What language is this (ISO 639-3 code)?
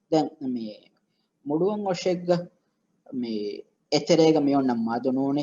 div